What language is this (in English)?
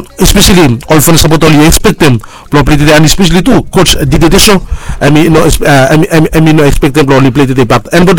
Bislama